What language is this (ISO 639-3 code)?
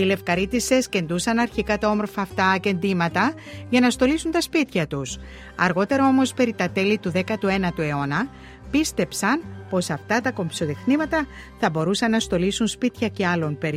ell